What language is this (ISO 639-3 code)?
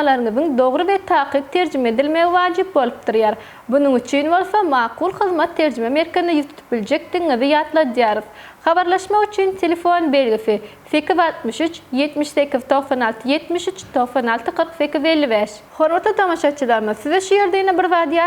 tuk